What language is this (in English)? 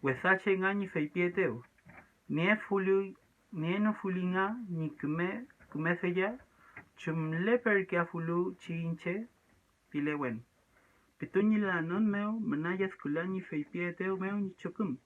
Mapuche